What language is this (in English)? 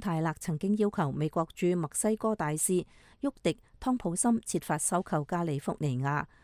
Cantonese